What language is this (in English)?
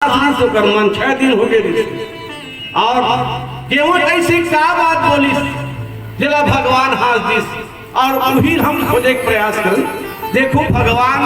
Chhattisgarhi